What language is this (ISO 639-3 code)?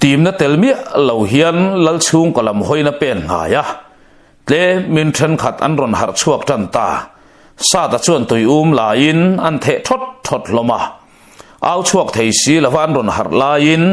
lus